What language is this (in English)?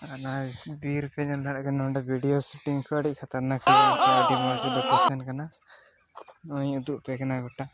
Santali